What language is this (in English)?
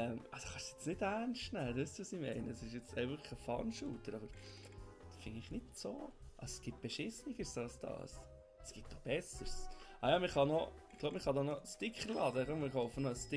Swiss German